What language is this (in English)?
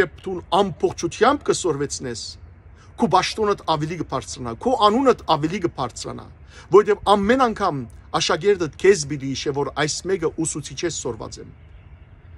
Western Armenian